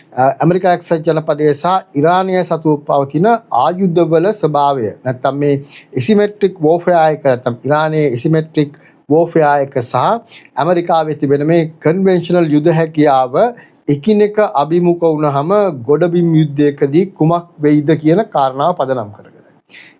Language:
Sinhala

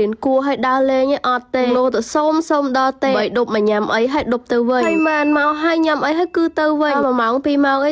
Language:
Khmer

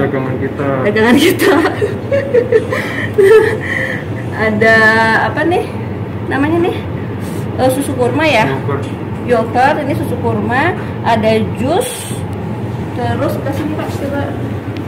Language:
Indonesian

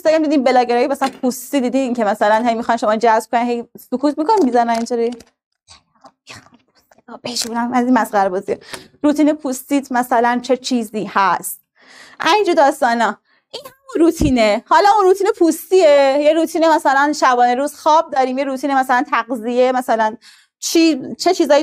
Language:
Persian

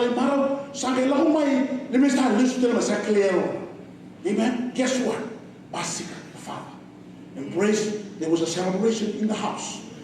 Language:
Fijian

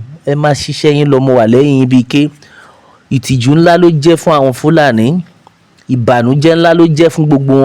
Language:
Yoruba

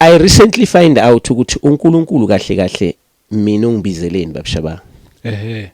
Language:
Zulu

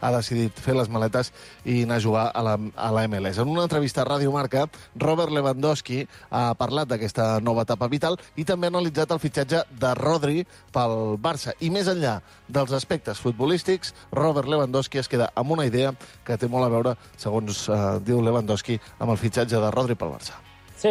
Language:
Catalan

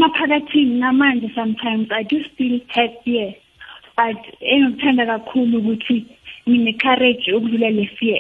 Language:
South Ndebele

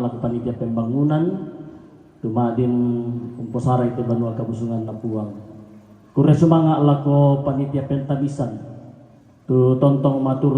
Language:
Toraja-Sa'dan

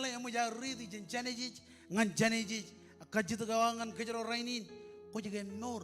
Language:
Marshallese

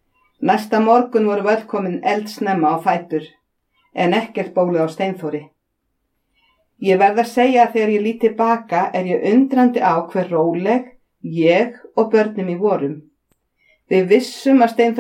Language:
Icelandic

